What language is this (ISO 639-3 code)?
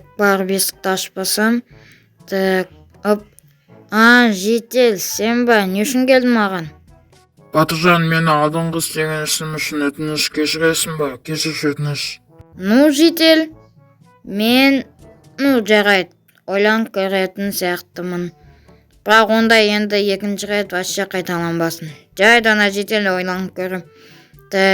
kaz